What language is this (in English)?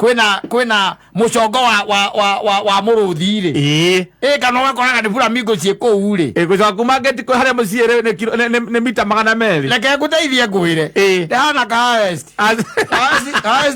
Kikuyu